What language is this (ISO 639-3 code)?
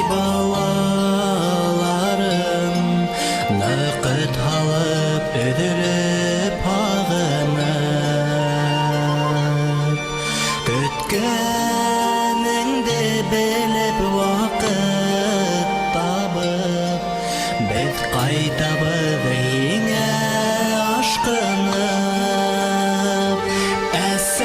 bak